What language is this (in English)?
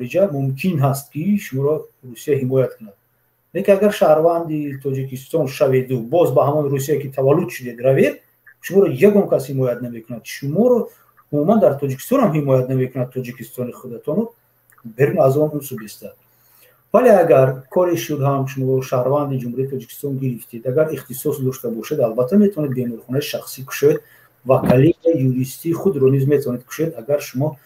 Tajik